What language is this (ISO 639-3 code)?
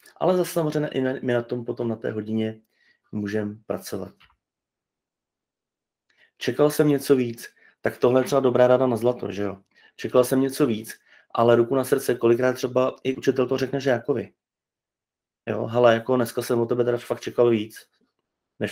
ces